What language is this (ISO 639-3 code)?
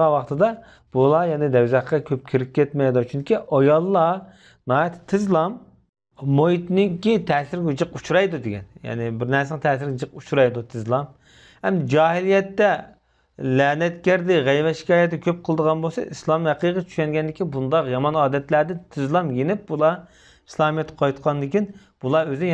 uig